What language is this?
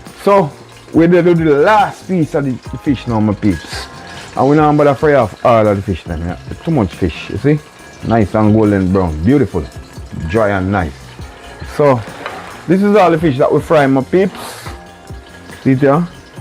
Jamaican Creole English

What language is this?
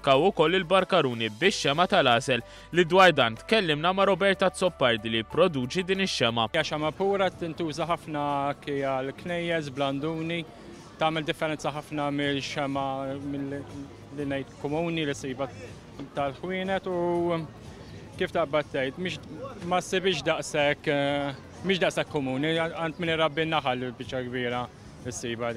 Maltese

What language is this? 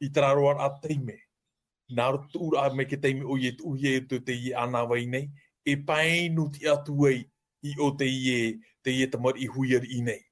Tahitian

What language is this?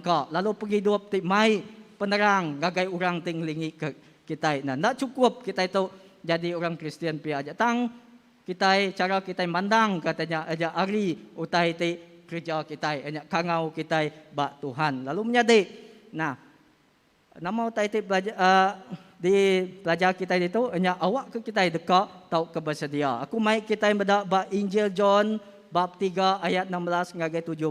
Iban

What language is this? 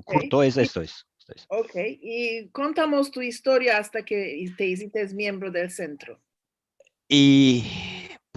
Ladino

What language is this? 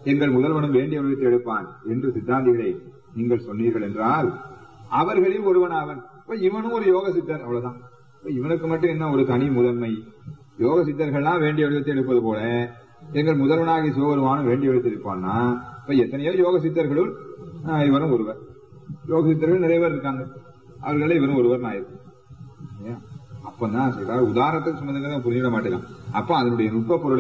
Tamil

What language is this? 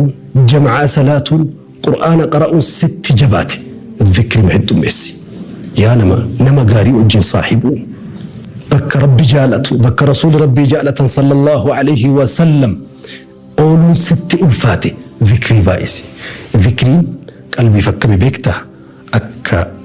Oromo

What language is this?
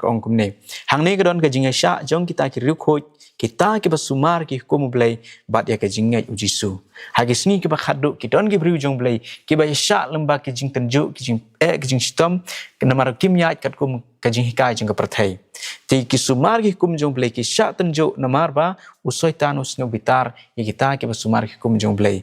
Khasi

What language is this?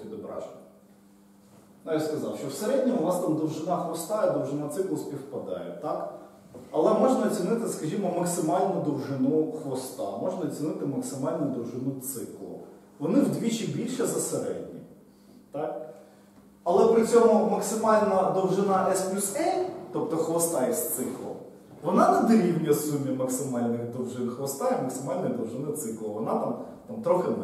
Ukrainian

